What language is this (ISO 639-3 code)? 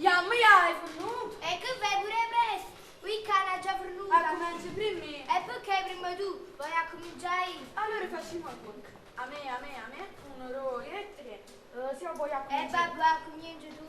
nap